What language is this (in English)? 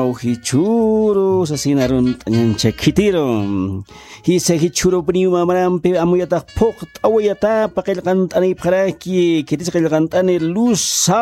Aymara